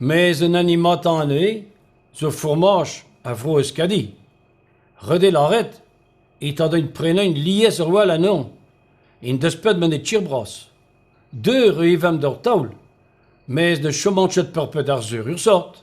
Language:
Breton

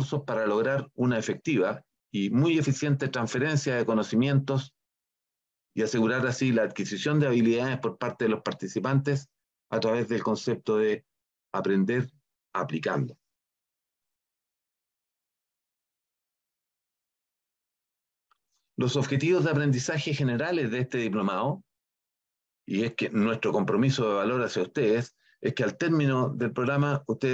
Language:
Spanish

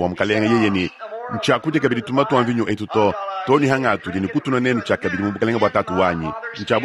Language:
Luba-Lulua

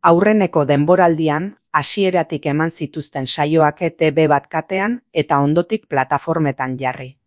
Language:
Basque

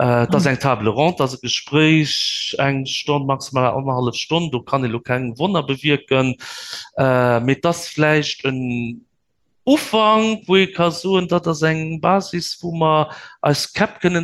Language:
Luxembourgish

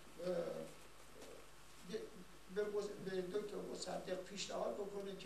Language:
Persian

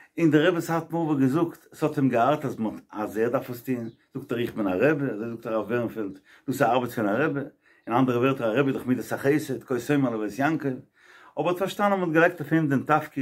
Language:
Yiddish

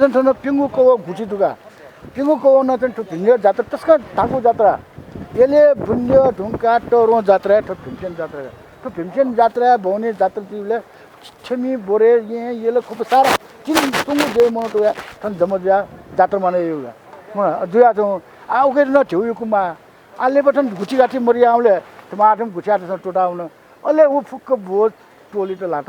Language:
Newari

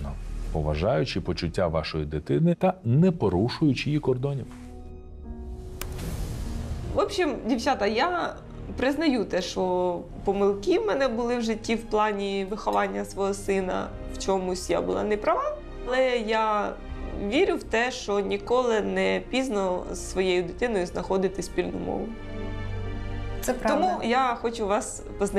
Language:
Ukrainian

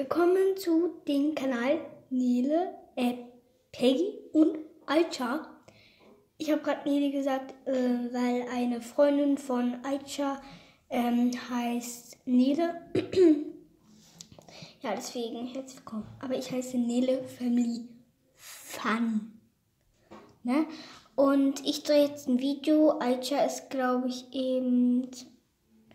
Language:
German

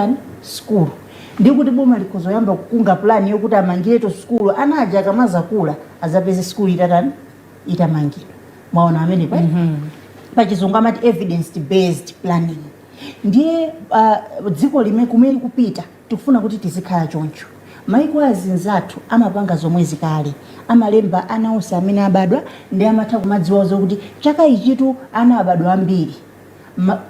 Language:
Nyanja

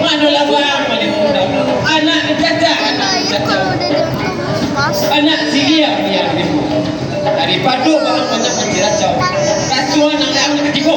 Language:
Minangkabau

